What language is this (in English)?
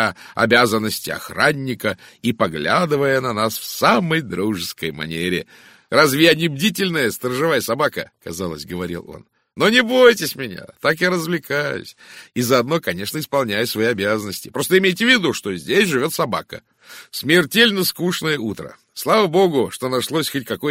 Russian